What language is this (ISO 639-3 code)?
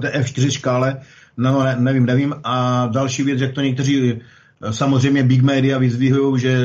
ces